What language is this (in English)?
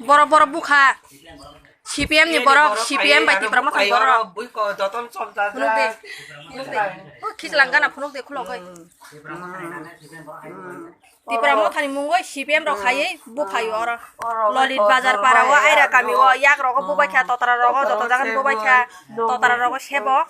Kok Borok